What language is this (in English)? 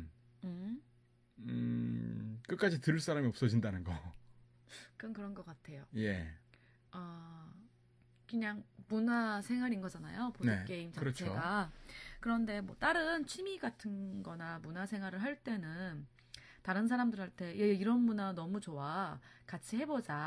Korean